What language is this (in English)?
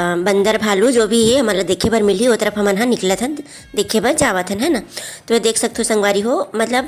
Chhattisgarhi